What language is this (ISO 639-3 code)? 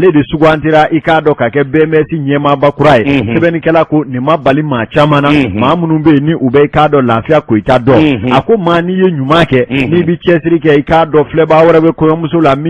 bam